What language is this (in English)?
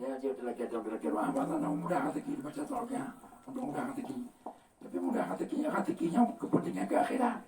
Achinese